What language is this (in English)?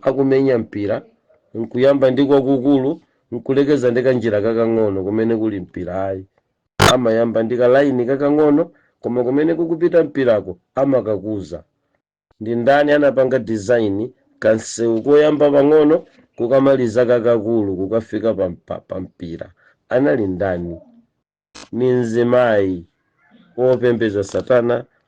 Nyanja